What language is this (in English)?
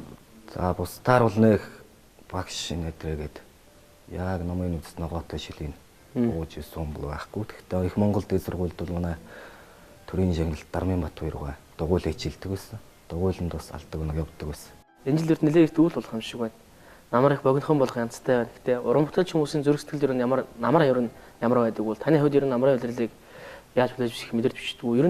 Mongolian